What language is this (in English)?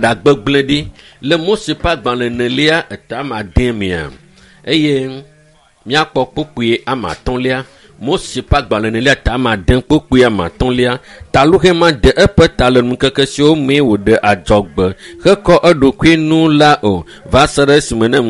Ewe